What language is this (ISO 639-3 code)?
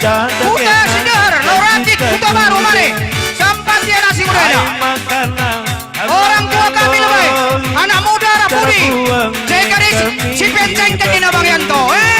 btx